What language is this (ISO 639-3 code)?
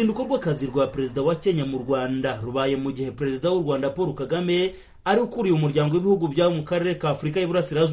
kin